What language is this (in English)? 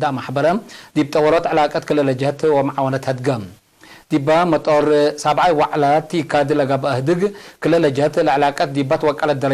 Tigre